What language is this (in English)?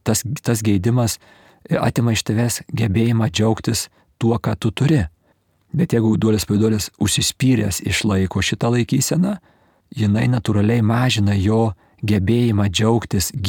Lithuanian